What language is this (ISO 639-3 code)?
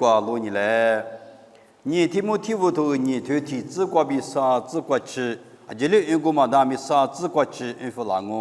lis